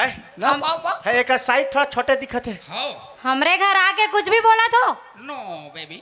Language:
Chhattisgarhi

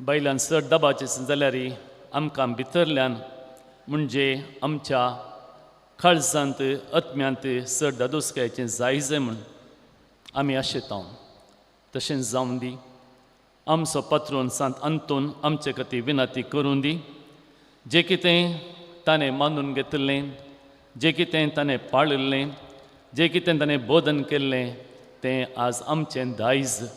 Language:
Konkani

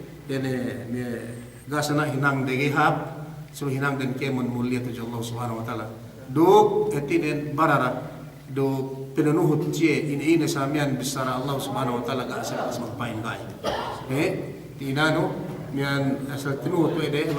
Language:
Yakan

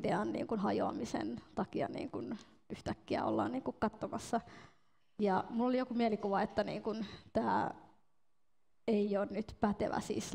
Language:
Finnish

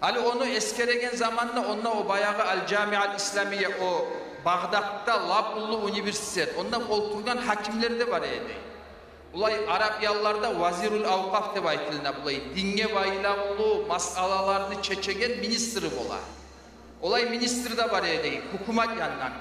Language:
Kumyk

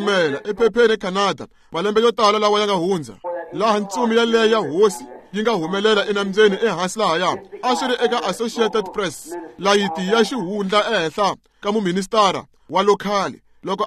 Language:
Tsonga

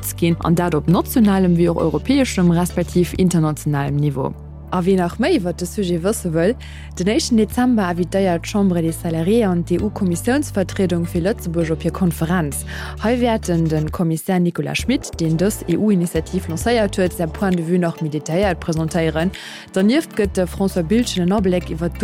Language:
Luxembourgish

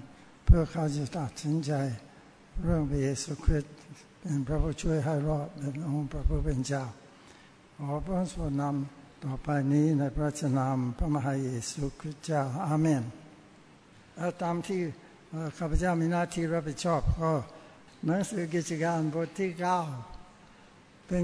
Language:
Thai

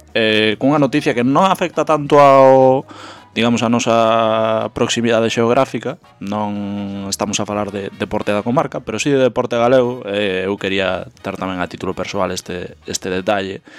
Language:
Galician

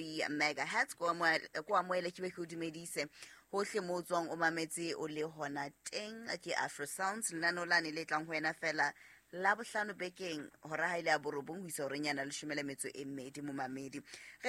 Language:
Southern Sotho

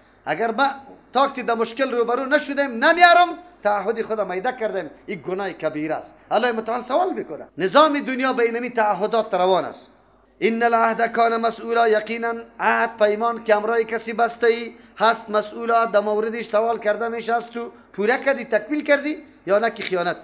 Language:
Persian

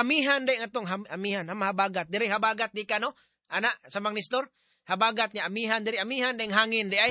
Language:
Cebuano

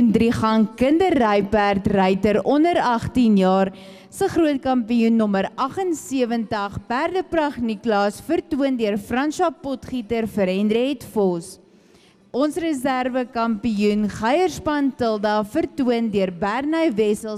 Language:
Afrikaans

